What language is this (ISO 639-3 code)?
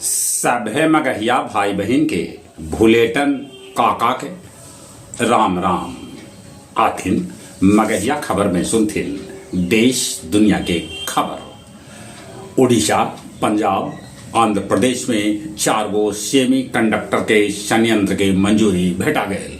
mag